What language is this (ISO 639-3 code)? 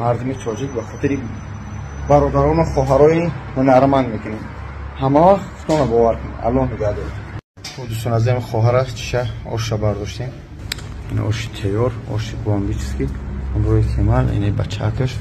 tgk